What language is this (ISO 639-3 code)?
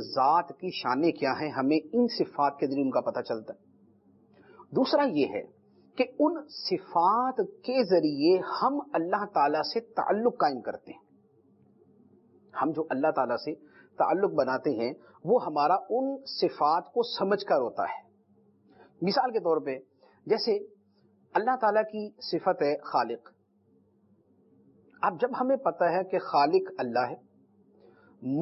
urd